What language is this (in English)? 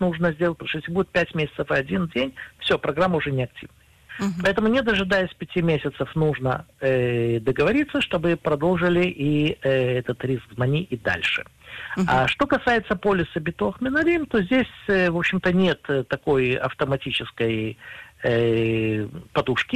Russian